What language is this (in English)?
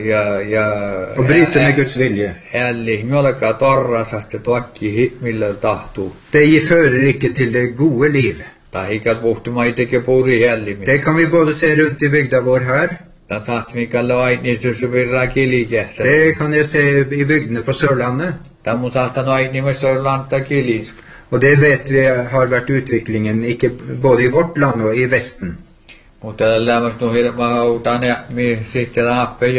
Norwegian